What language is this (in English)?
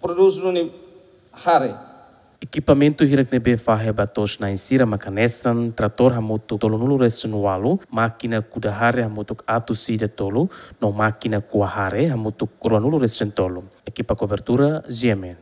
Tetum